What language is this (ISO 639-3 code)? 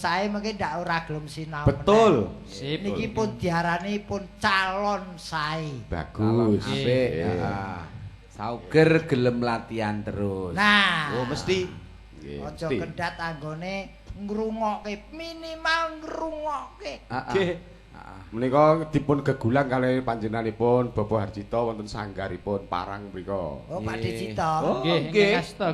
jav